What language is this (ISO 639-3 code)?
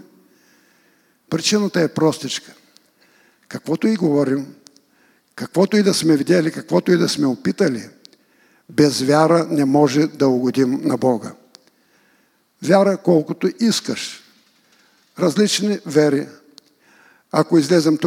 bul